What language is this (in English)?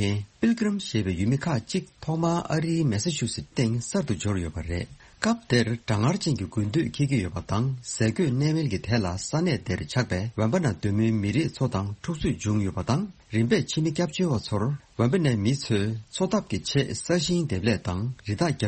Tibetan